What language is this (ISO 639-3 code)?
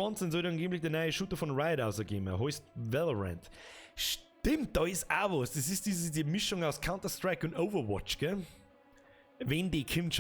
bar